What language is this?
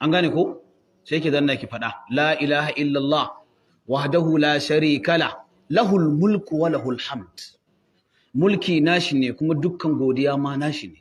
Hausa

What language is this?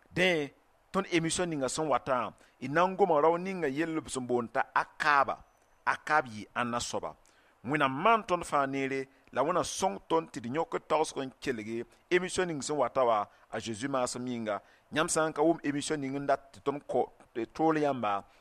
Mossi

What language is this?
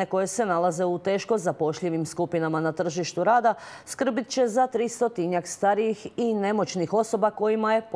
Croatian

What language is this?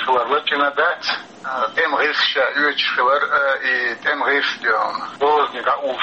Chechen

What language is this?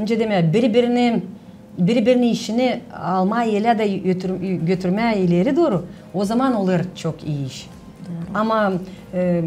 Gagauz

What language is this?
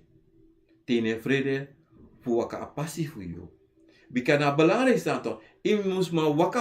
Sranan Tongo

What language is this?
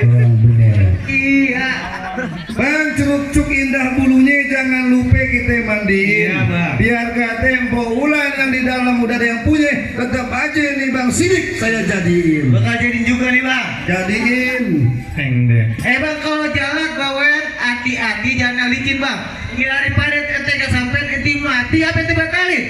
Betawi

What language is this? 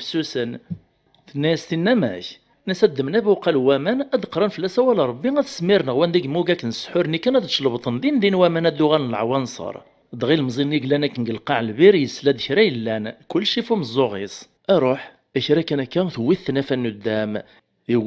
Kabyle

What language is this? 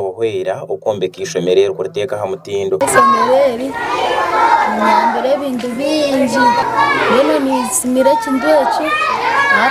Nyankole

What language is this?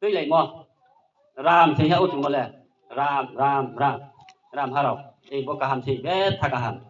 Riang (India)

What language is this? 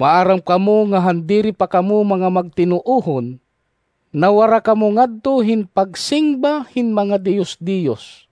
Waray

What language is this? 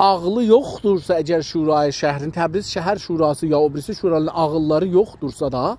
South Azerbaijani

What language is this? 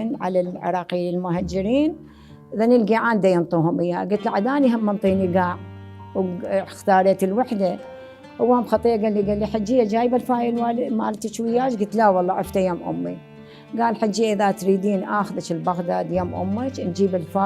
Mesopotamian Arabic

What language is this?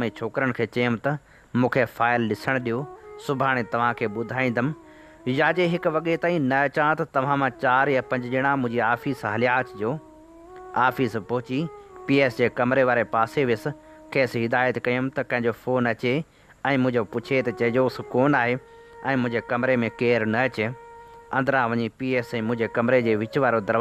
Sindhi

